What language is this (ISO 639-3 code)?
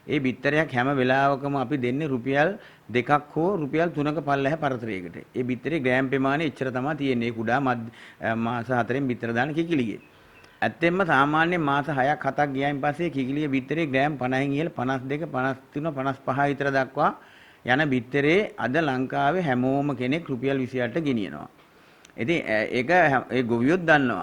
sin